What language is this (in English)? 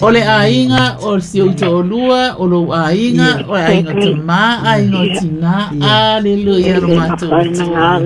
Samoan